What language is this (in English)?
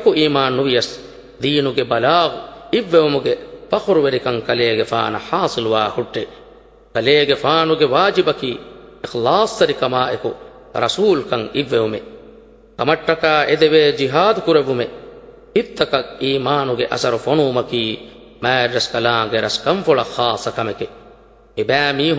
Divehi